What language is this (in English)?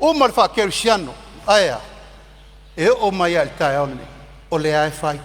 Samoan